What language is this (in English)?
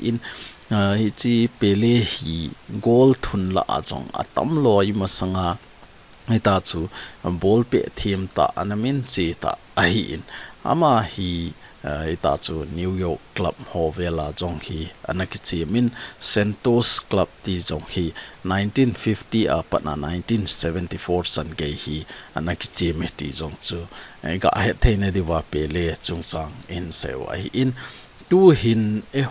Thado Chin